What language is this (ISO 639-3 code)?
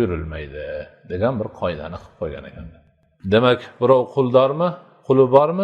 uzb